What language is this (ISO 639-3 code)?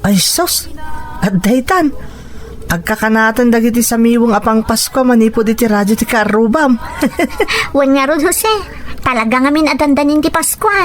ilo